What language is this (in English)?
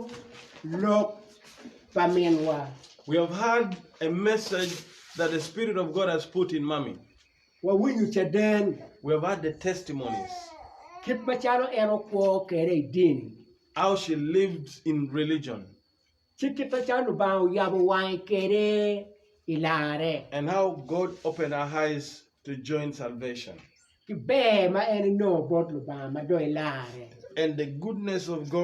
Acoli